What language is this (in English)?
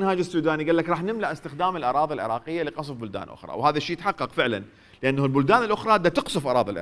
Mesopotamian Arabic